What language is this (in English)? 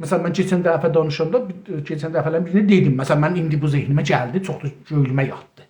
South Azerbaijani